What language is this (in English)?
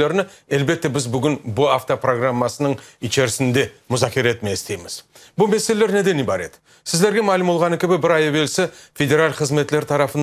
Crimean Tatar